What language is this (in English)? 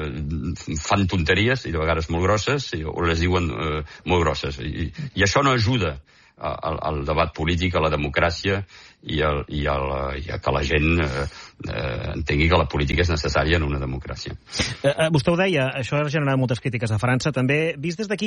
Catalan